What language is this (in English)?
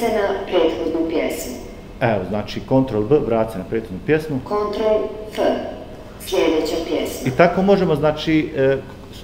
Bosnian